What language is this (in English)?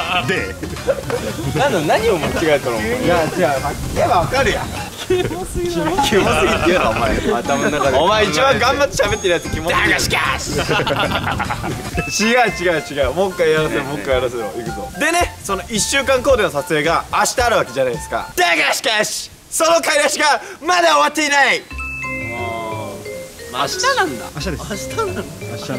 Japanese